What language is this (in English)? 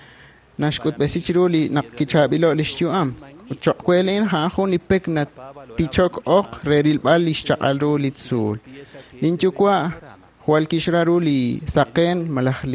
Kekchí